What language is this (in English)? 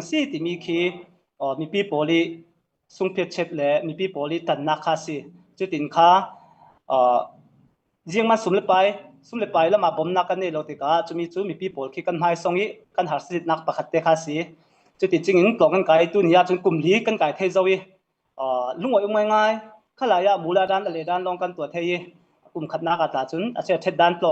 Falam Chin